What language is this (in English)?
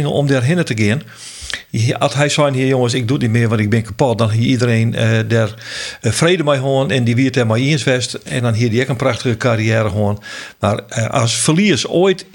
Western Frisian